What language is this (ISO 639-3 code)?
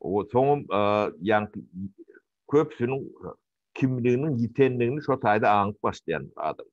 tuk